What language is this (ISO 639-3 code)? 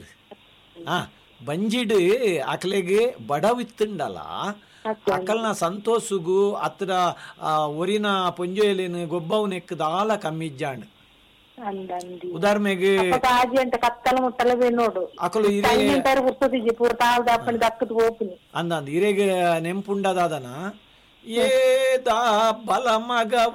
tcy